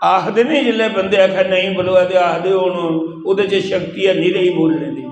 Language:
Dogri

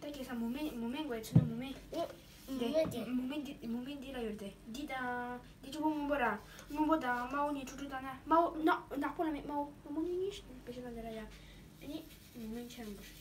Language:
Tibetan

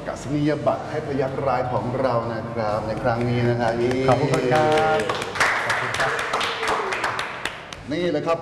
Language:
Thai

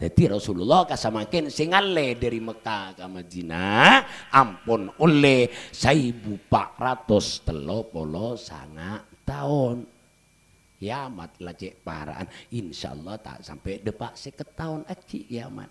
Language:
Madurese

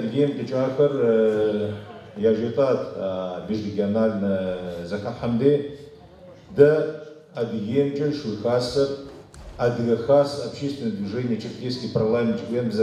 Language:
Adyghe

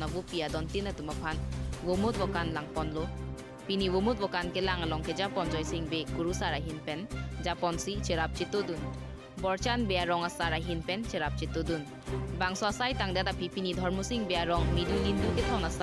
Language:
Karbi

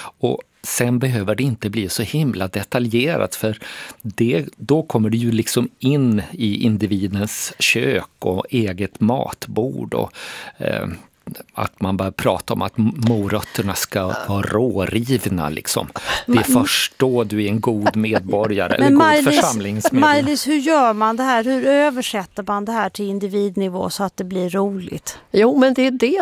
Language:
Swedish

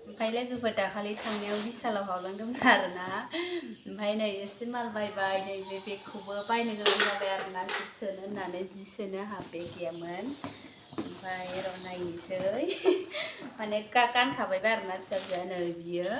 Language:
Bodo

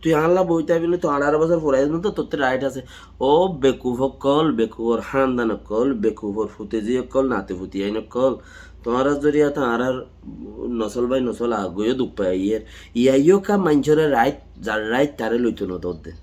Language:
Rohingya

